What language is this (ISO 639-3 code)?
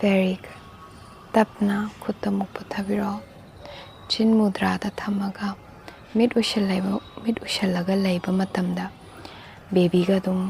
mni